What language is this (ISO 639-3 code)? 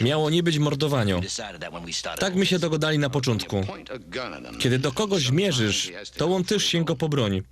szl